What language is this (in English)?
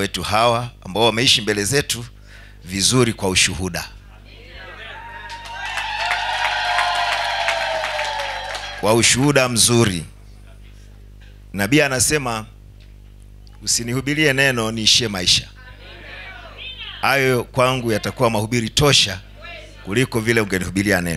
Swahili